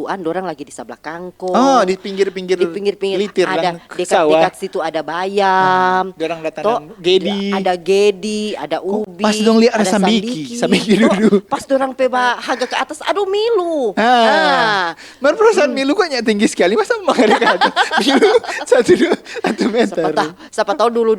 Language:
Manado Malay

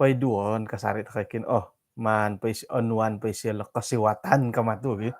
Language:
Central Dusun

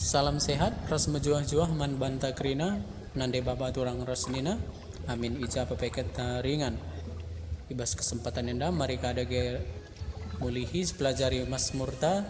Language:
Batak Karo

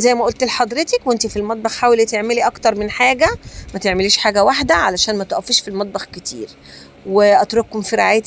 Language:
Egyptian Arabic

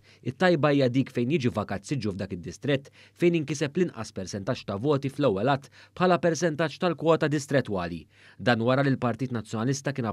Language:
Maltese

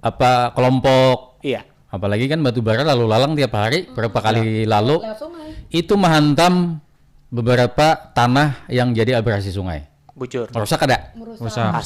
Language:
Banjar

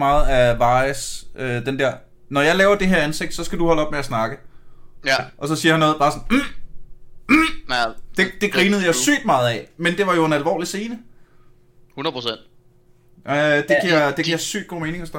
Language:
Danish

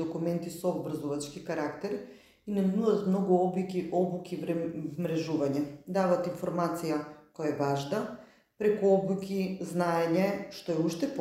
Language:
Macedonian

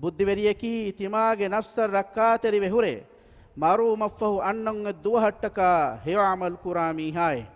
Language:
Divehi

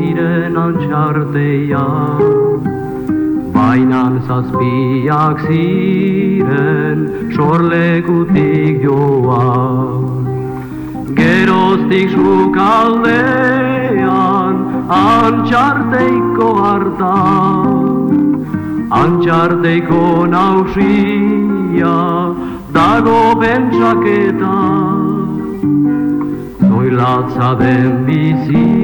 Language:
Basque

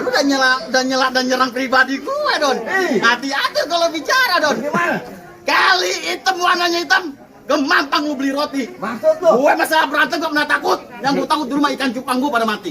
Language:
Betawi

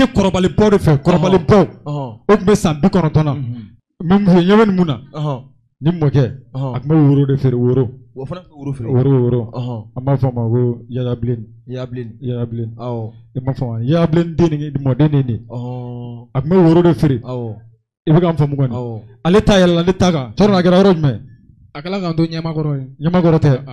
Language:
Bambara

